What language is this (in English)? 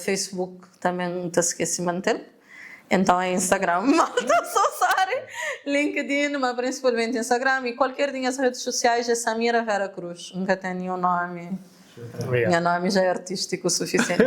Kabuverdianu